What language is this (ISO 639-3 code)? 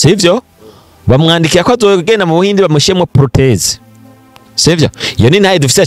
run